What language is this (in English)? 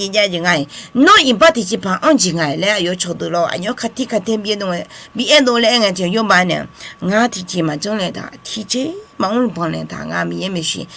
Akha